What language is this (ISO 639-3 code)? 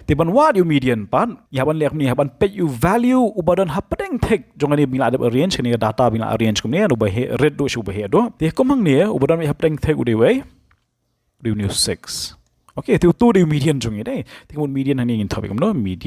kha